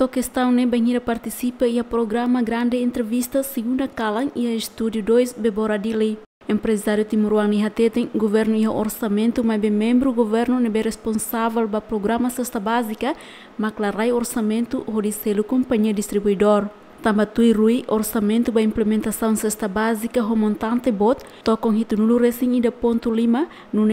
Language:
Tetum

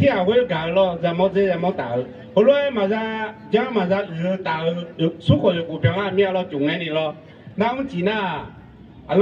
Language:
Akha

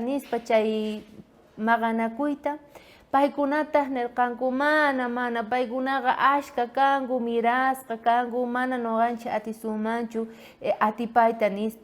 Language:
South Bolivian Quechua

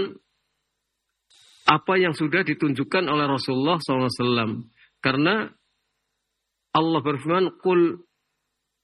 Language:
Indonesian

